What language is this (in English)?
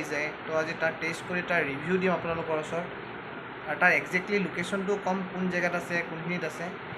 Assamese